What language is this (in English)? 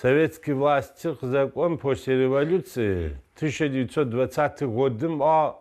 Adyghe